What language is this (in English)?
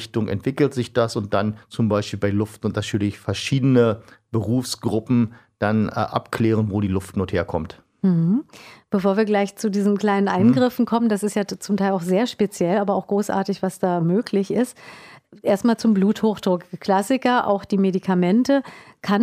German